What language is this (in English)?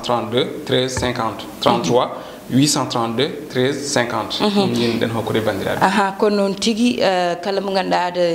Fula